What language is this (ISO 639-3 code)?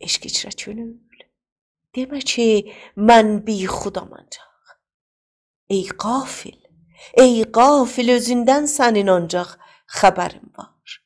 azb